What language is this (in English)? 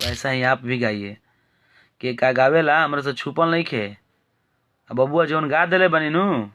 Bhojpuri